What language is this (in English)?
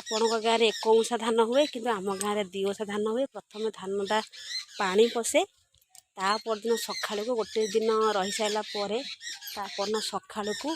Odia